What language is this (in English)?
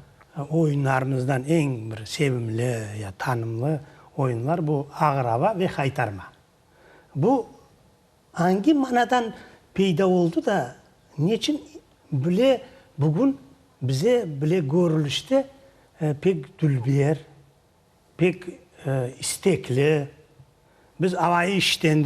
Crimean Tatar